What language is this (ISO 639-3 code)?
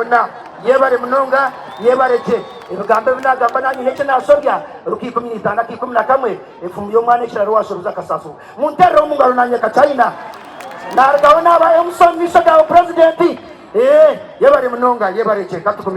nyn